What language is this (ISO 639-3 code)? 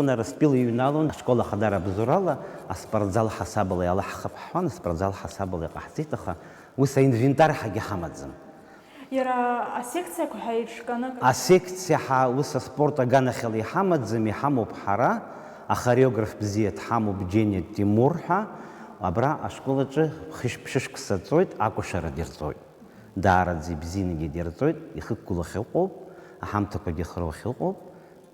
abk